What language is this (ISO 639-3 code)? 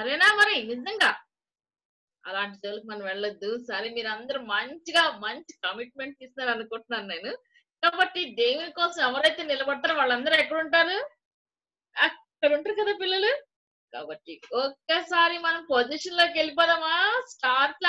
tel